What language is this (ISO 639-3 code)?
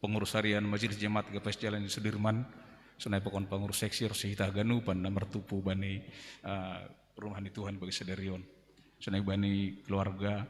bts